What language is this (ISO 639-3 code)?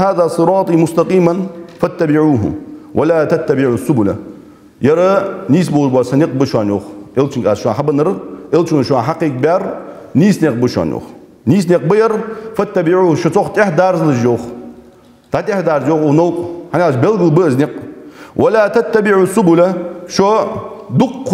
inh